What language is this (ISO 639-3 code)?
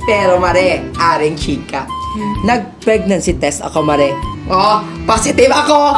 hil